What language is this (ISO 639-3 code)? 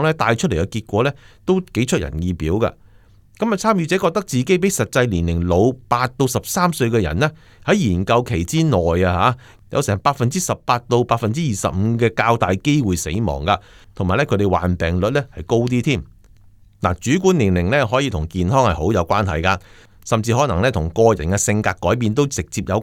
yue